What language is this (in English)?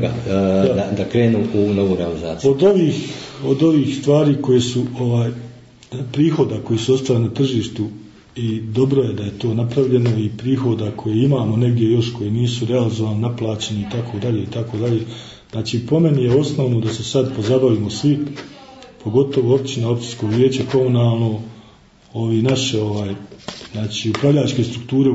Bosnian